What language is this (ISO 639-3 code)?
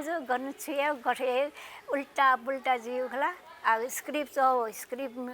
new